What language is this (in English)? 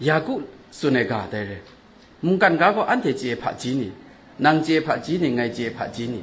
Kachin